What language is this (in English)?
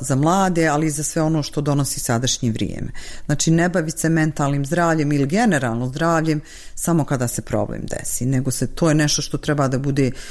Bosnian